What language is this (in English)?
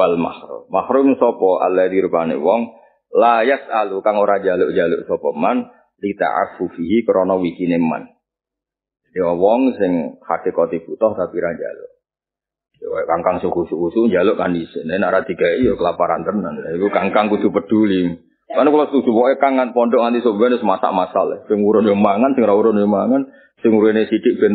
Javanese